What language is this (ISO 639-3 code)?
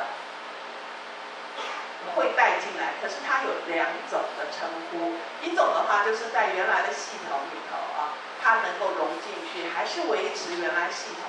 zho